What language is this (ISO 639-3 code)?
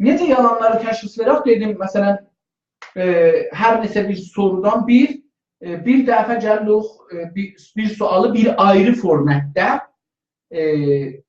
azb